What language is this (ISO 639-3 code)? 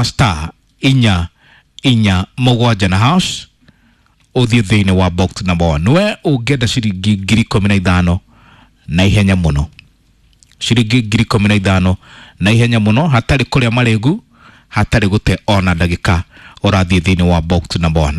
kik